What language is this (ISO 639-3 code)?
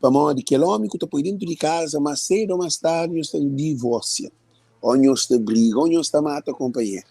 kea